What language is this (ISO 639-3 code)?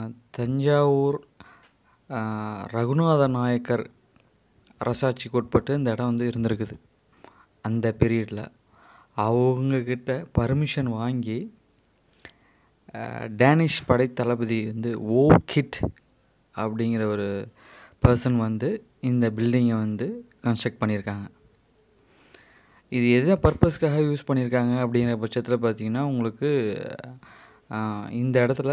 tam